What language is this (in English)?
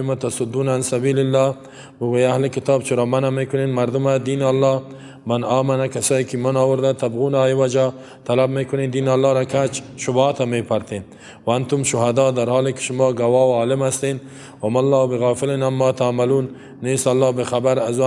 Persian